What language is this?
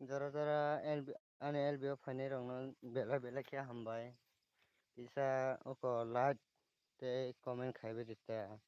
Kok Borok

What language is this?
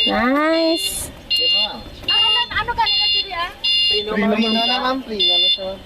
Hiligaynon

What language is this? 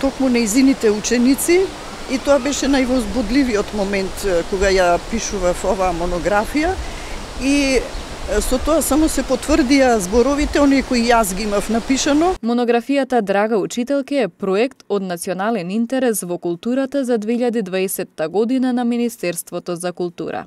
Macedonian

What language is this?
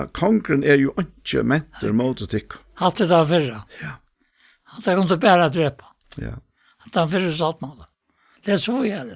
Faroese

